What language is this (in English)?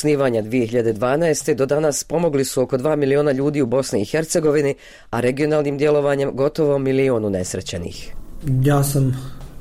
Bosnian